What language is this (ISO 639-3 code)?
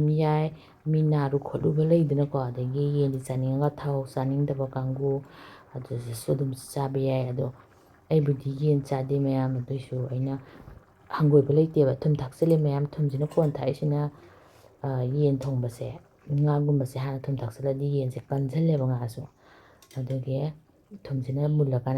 mni